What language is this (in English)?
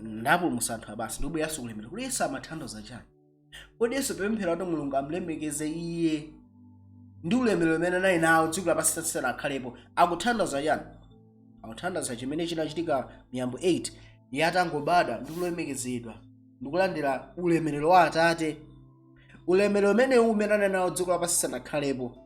Nyanja